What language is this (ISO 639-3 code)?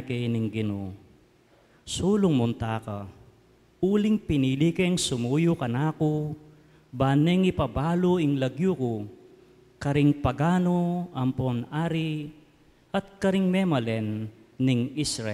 pam